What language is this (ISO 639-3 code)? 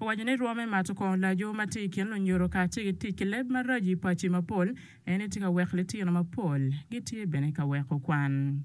ach